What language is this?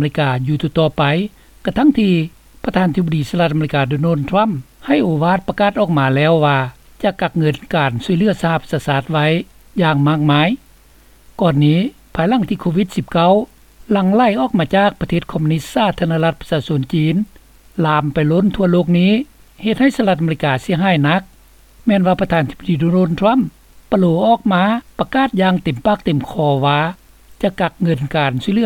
Lao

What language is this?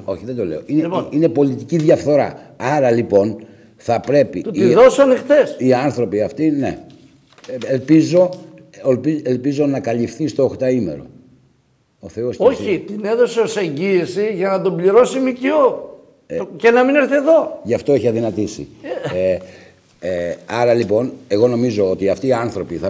Greek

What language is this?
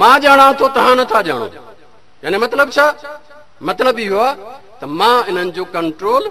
Sindhi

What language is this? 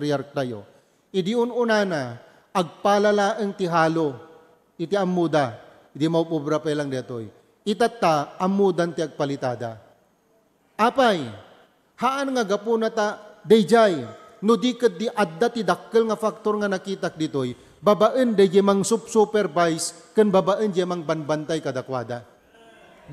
Iloko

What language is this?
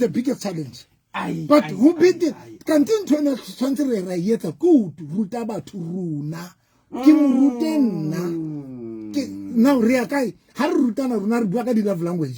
Southern Sotho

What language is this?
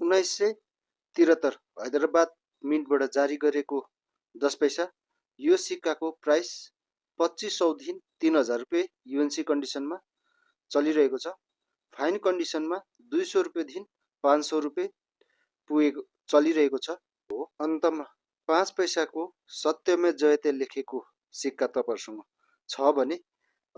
Nepali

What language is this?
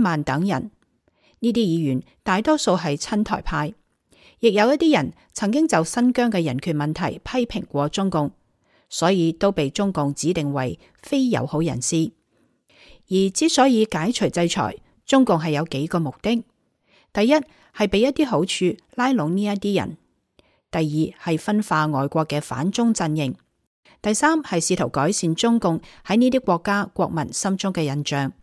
Cantonese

